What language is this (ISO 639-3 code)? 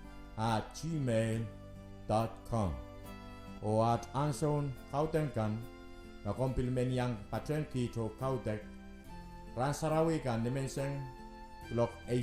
pon